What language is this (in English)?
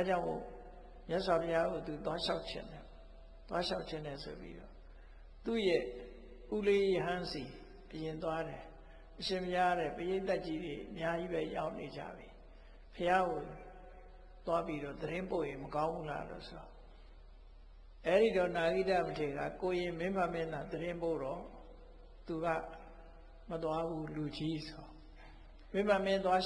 Burmese